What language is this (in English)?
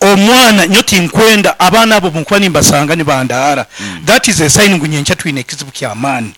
Nyankole